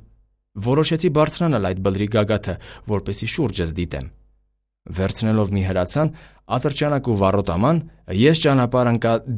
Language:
Armenian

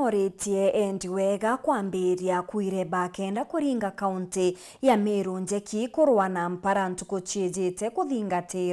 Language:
Meru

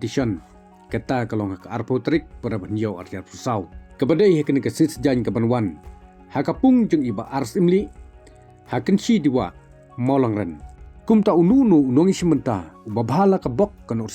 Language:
Khasi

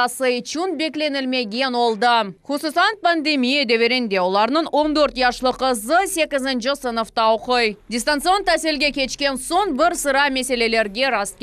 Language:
Crimean Tatar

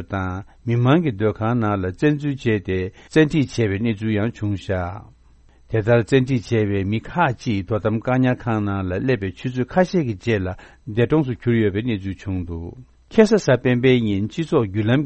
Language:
Tibetan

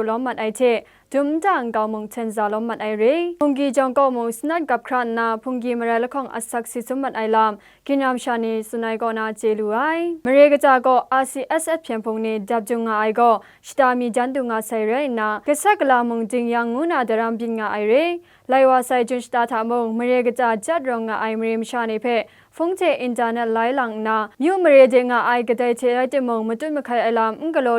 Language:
Kachin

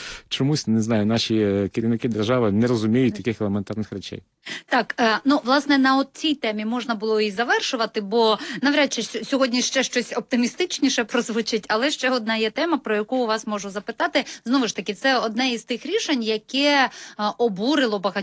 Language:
Ukrainian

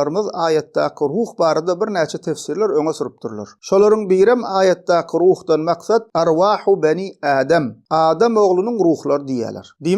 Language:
Turkmen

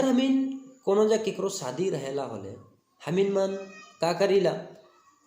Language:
Sadri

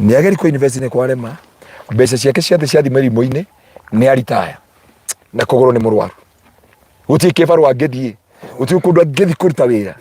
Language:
Kikuyu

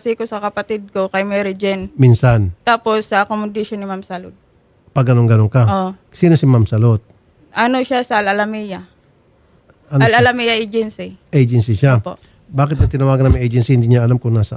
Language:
Filipino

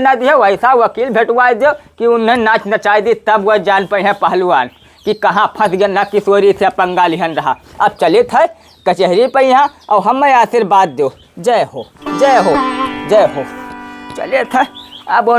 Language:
Awadhi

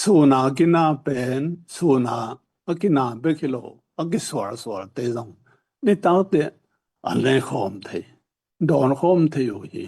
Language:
Tedim Chin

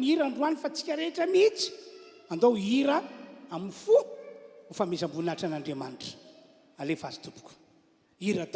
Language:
Malagasy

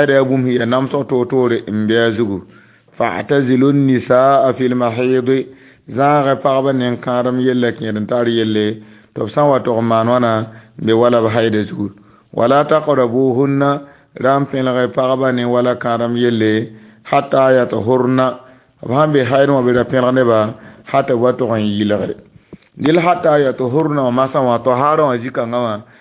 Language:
Mossi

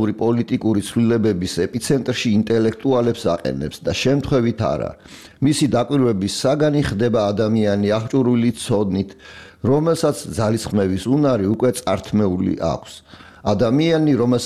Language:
Georgian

